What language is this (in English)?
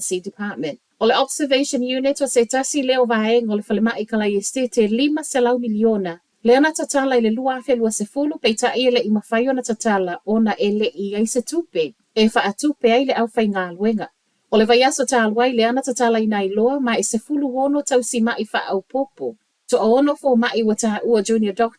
Samoan